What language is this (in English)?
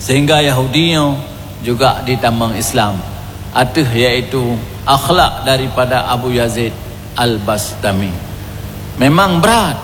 Achinese